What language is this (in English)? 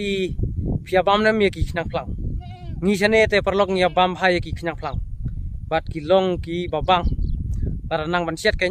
Khasi